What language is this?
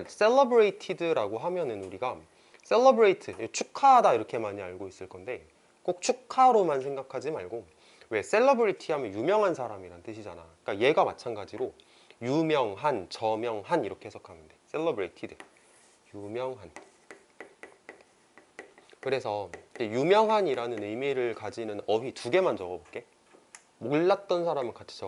Korean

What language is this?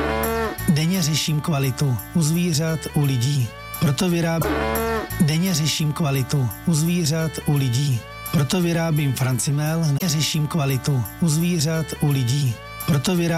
Czech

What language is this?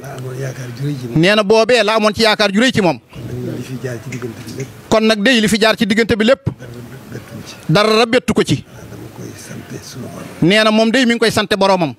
Wolof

